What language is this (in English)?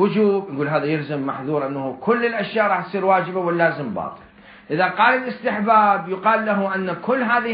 Mesopotamian Arabic